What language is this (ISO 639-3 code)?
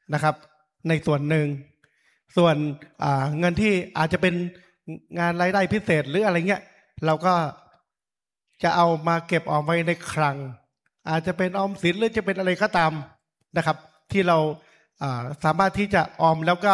tha